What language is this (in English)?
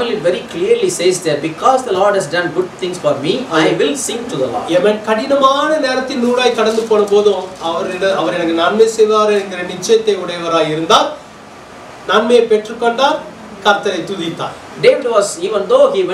Tamil